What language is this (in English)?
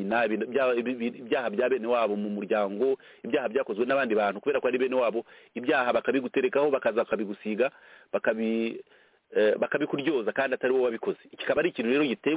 Kinyarwanda